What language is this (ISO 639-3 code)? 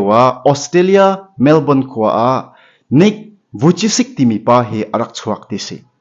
cnh